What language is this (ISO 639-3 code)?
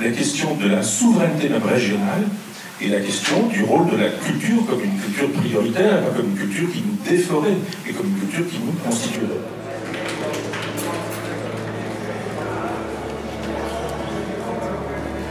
fra